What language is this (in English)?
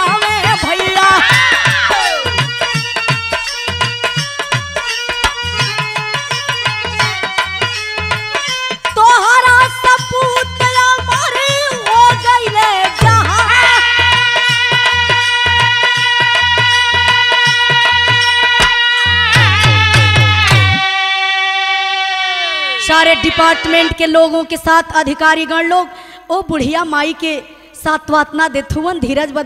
Bhojpuri